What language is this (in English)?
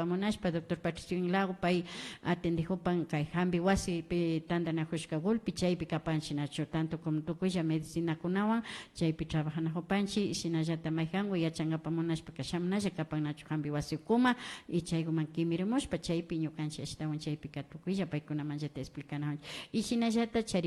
Imbabura Highland Quichua